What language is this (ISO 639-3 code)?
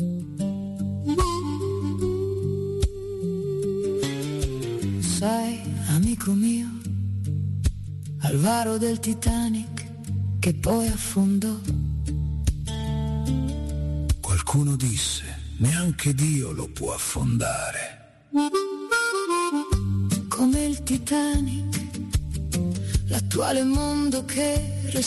ita